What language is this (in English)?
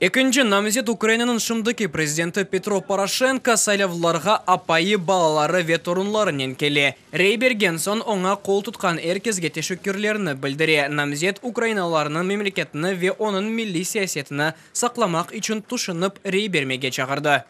Crimean Tatar